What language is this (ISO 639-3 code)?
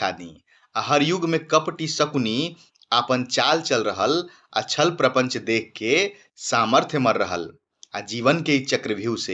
bho